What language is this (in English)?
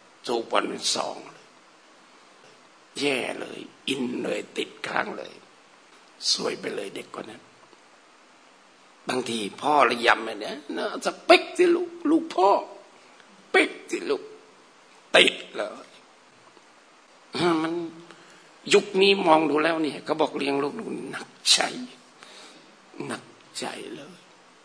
Thai